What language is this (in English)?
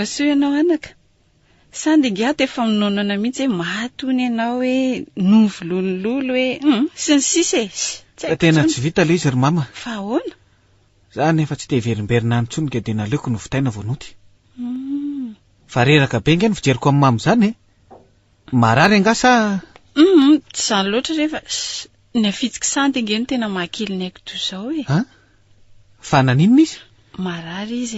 Malagasy